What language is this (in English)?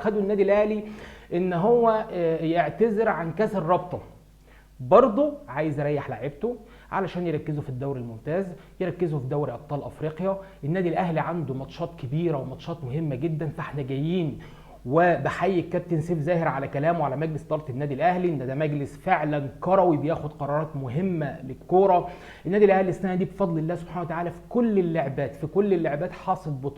Egyptian Arabic